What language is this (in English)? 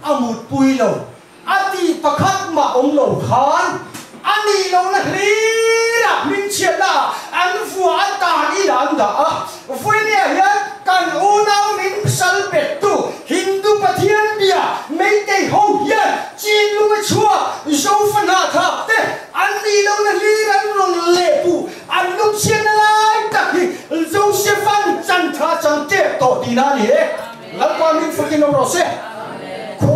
Mizo